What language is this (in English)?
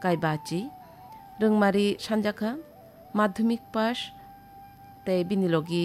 Kok Borok